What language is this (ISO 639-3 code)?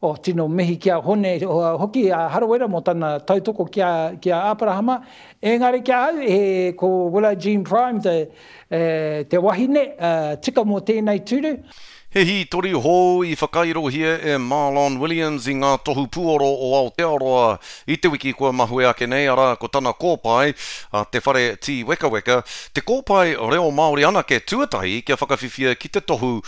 mri